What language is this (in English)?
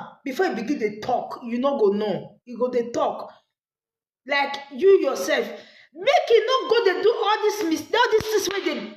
Nigerian Pidgin